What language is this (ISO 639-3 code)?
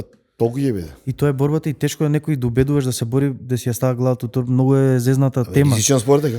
mkd